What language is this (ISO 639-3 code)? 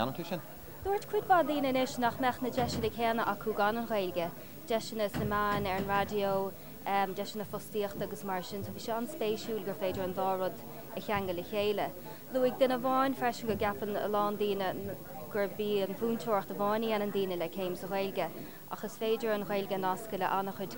gle